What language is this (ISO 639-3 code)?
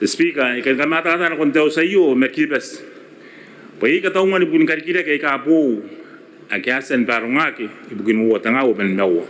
gil